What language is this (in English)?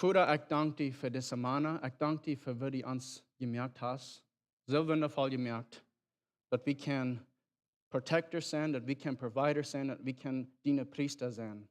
Plautdietsch